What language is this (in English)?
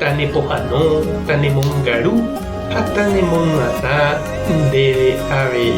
Guarani